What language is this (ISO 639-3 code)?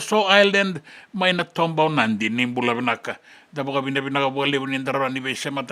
fij